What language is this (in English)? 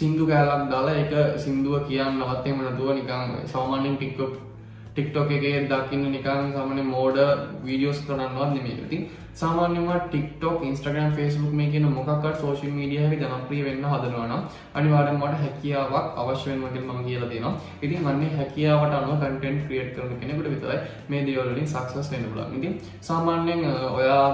Sinhala